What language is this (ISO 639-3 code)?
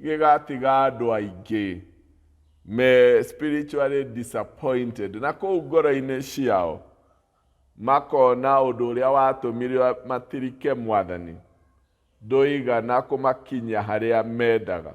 kik